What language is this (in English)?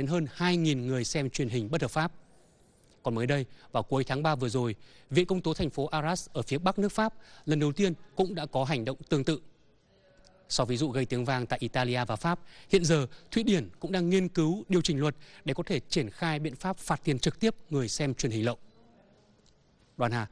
Vietnamese